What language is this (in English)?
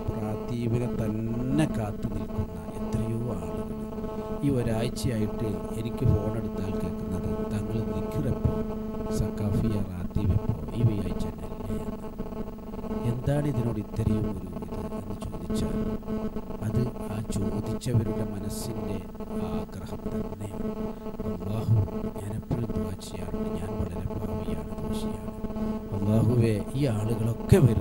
Malayalam